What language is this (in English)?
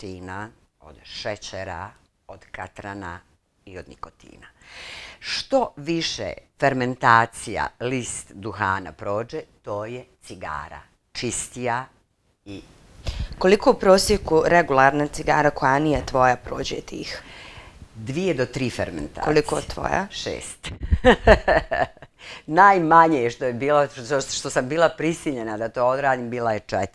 Bosnian